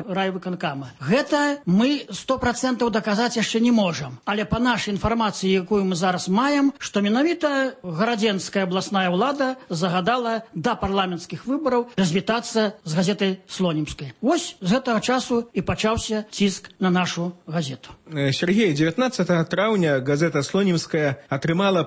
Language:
Belarusian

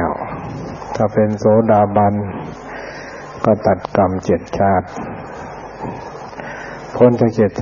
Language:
Thai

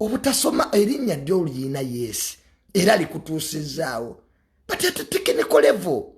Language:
Ganda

